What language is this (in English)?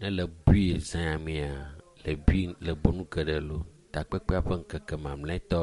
Ewe